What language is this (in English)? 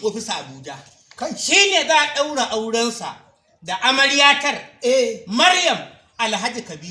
Hausa